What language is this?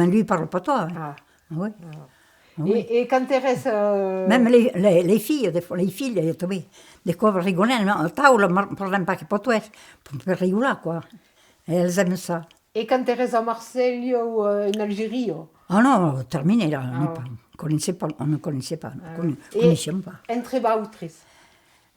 Occitan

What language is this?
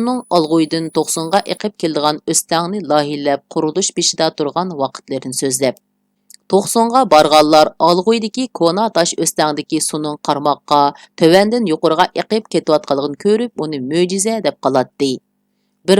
Uyghur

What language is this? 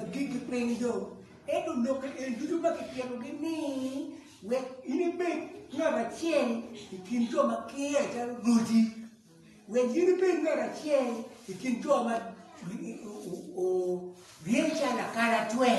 Acoli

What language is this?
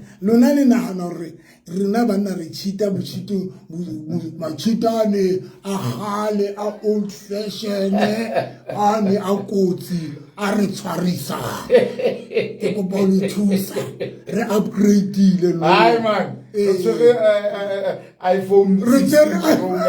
Southern Sotho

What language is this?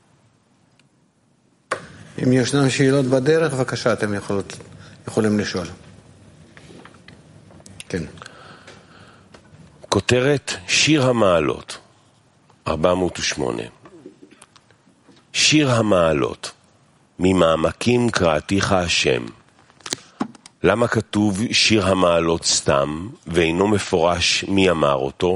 Hebrew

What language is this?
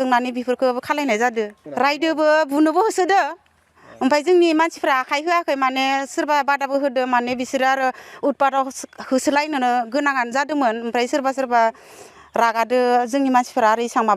Bodo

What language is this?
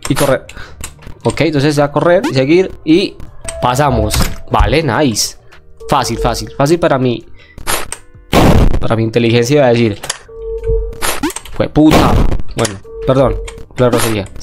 Spanish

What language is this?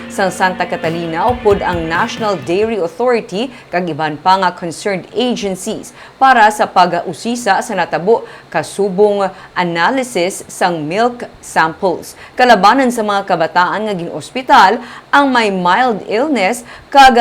Hiligaynon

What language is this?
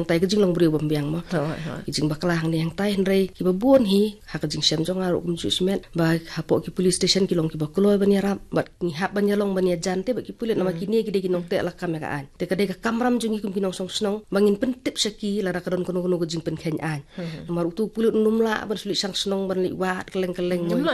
Khasi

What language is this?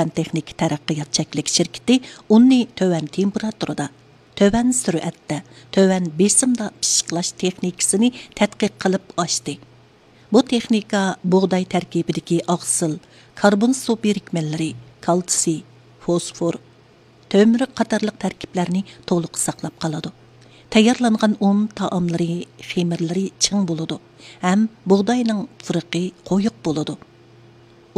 Uyghur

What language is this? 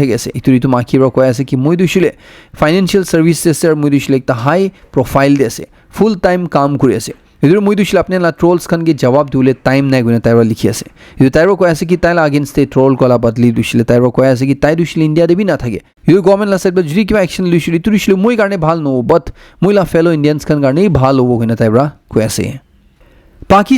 Naga Pidgin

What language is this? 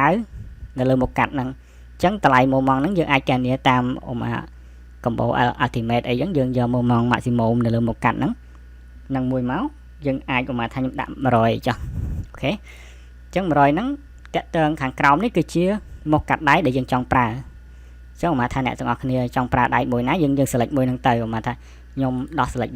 Khmer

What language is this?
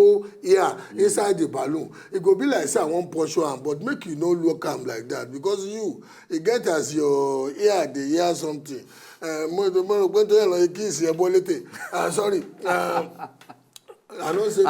Nigerian Pidgin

